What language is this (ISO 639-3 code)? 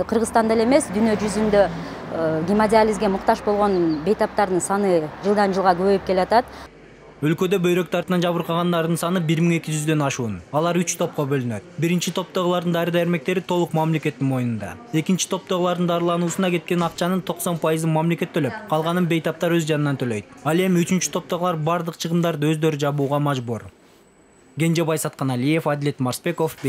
kir